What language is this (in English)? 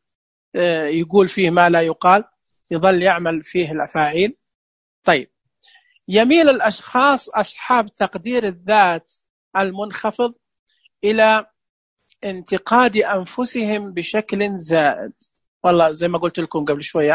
Najdi Arabic